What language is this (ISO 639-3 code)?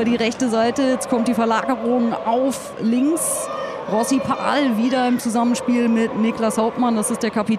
deu